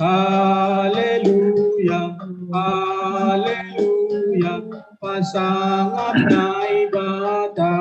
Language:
Batak Simalungun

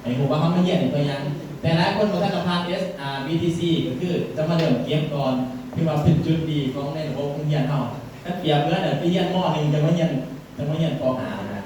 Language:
Lao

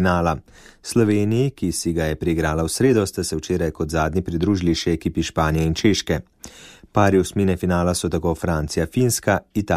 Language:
Slovenian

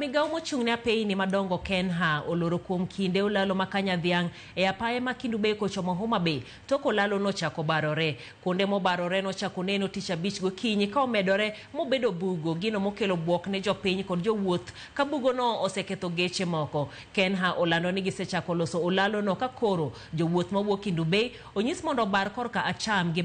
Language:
Luo (Kenya and Tanzania)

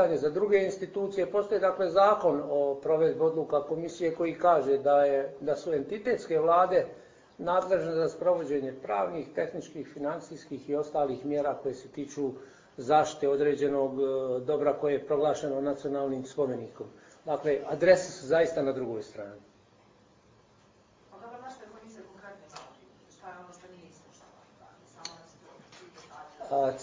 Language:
Bosnian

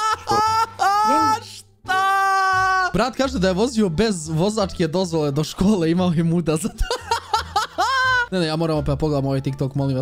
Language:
Serbian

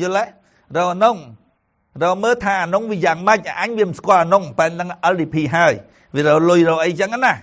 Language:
Khmer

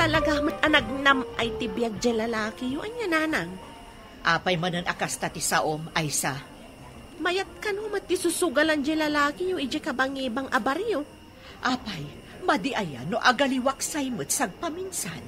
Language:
Iloko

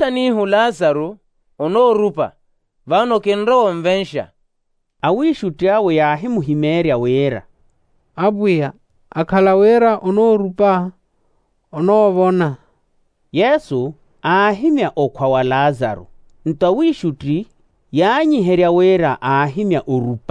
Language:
Makhuwa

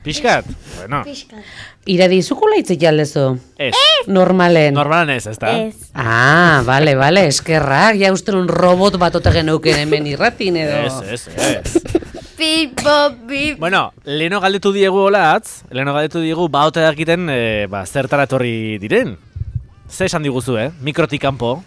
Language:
Basque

